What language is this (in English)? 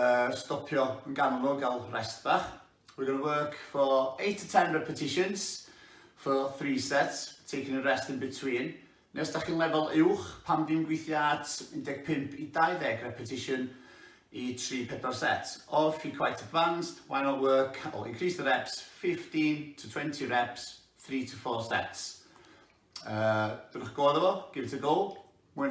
Welsh